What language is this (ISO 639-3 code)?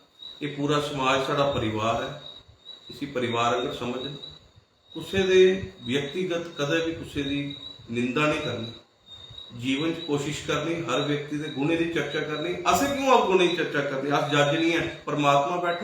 doi